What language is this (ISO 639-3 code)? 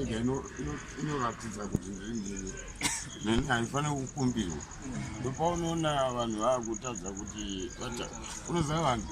sna